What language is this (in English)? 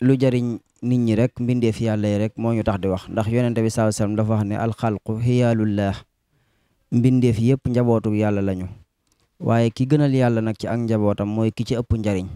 Wolof